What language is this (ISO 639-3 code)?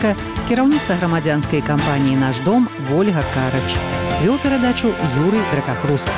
bel